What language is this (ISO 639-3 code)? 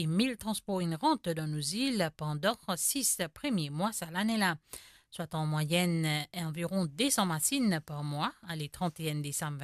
mfe